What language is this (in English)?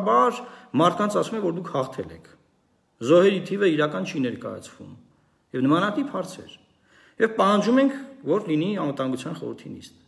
Armenian